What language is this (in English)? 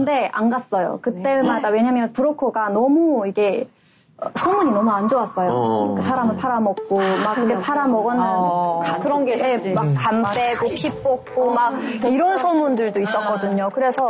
Korean